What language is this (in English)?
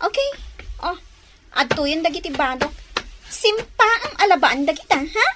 Iloko